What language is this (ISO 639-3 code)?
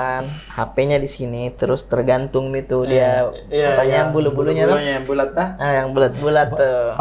mfp